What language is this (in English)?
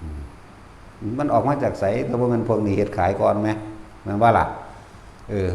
Northeastern Thai